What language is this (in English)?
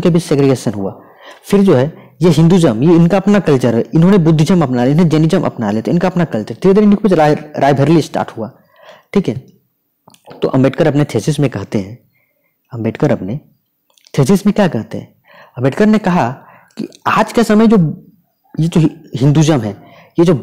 Hindi